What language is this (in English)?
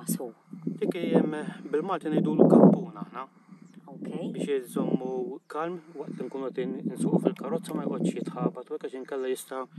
Maltese